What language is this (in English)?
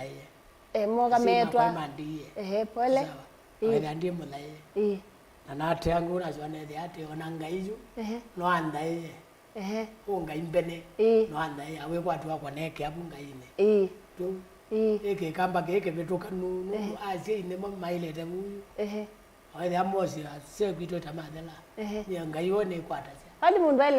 Kamba